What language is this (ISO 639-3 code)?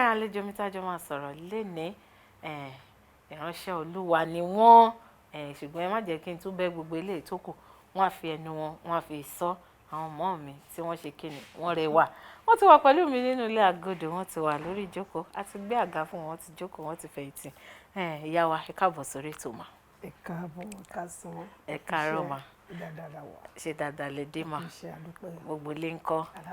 yor